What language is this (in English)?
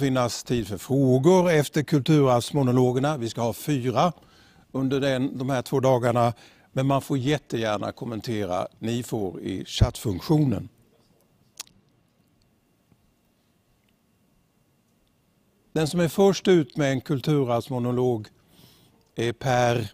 Swedish